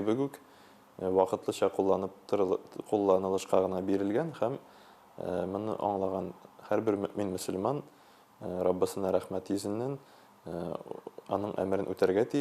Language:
Tatar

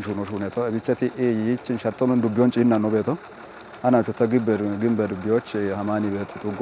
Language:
Kafa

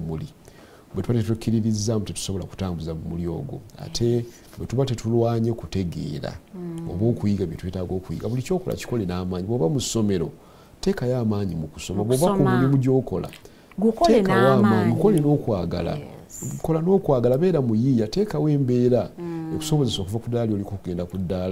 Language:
Ganda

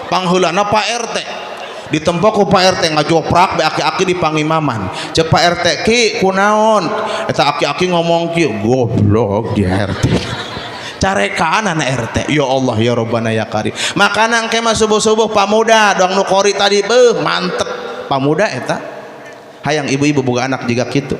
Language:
Sundanese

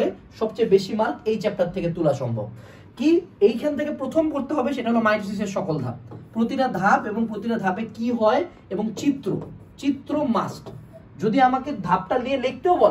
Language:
Bangla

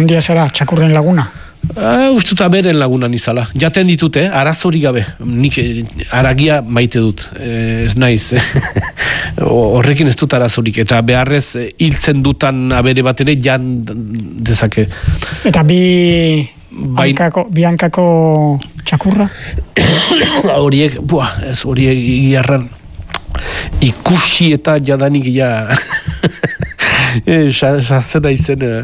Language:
Basque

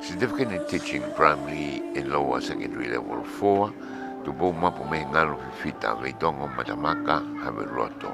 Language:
Tongan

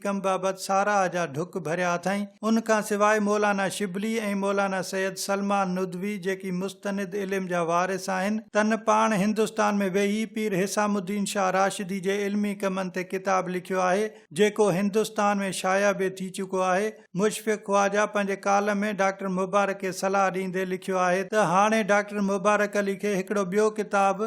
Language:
Sindhi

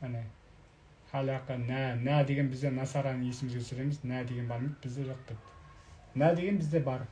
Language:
Kazakh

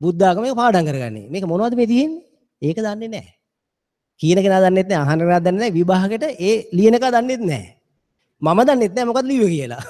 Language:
Sinhala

